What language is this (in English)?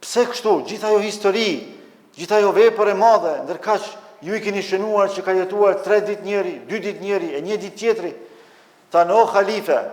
Albanian